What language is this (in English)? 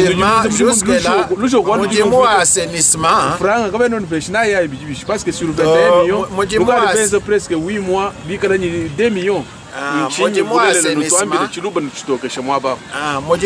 Luba-Lulua